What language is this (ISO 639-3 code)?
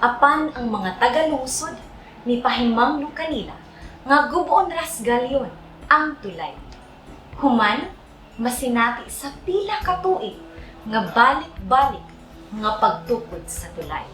ceb